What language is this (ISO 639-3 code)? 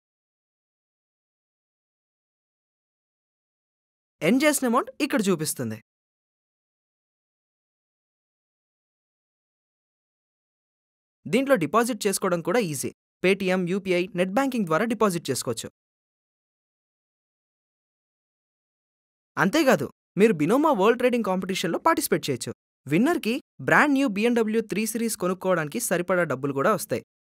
tel